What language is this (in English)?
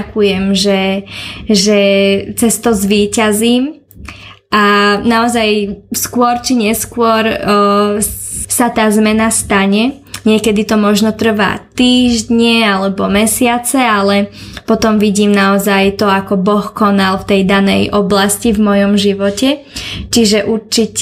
Slovak